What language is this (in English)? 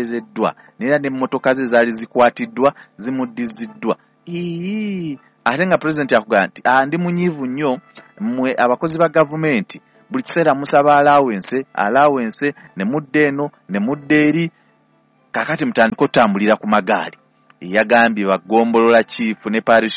Ganda